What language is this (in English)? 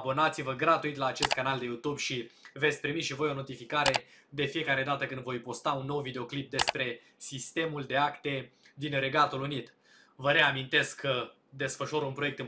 Romanian